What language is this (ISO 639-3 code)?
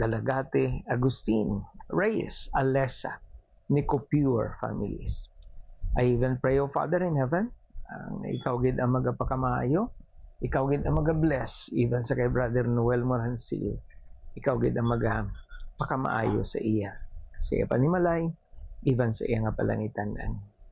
hil